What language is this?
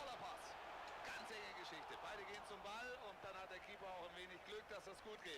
Bavarian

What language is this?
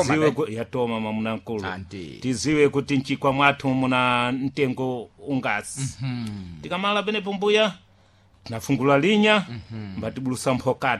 Sena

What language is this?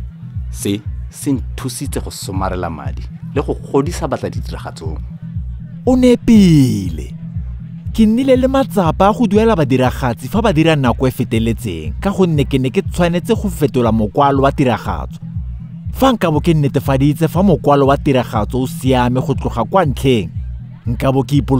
Tswana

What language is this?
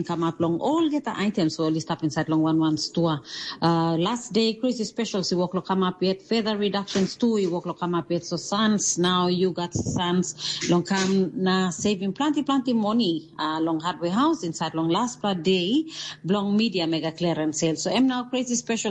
Tok Pisin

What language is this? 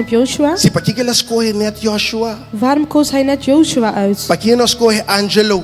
Papiamento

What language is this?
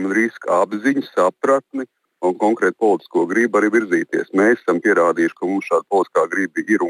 Latvian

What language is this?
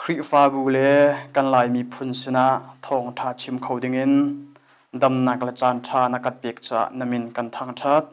Hakha Chin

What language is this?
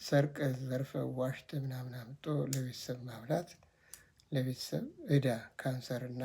Amharic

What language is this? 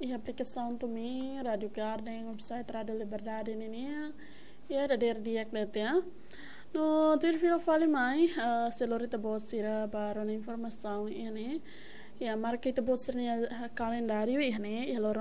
Tetum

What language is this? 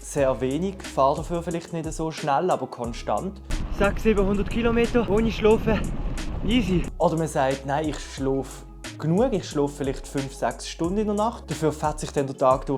Swiss German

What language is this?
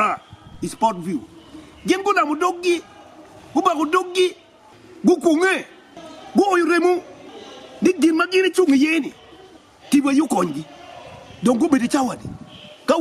Acoli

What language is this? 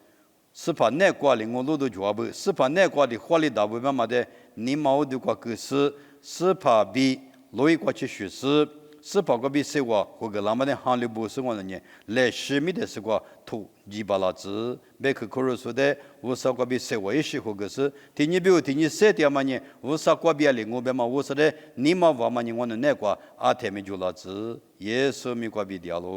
Lisu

